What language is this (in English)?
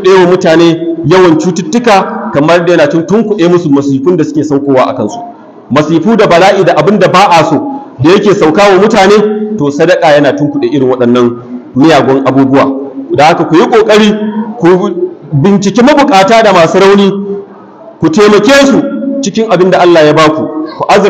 Hausa